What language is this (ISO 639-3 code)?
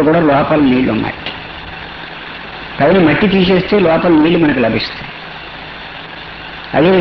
tel